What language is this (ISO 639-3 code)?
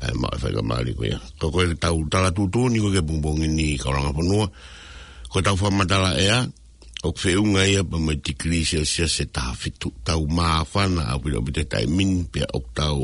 ton